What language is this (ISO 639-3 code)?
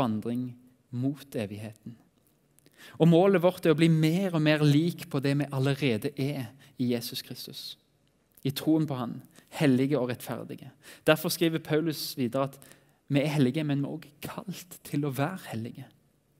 nor